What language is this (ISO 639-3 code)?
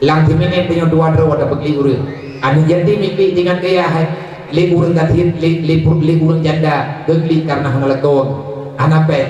ace